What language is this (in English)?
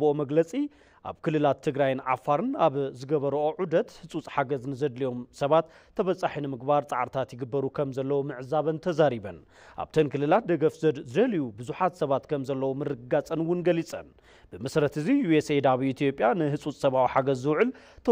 Tigrinya